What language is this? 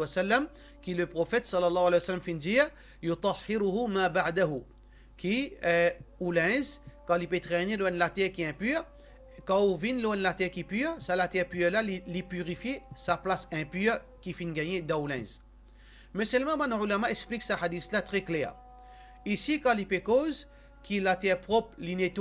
Morisyen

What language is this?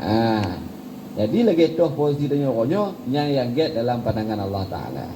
Achinese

